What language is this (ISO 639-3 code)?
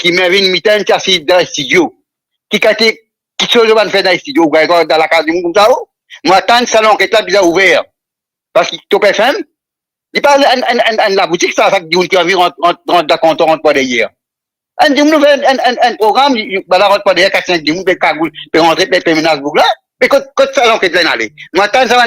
mfe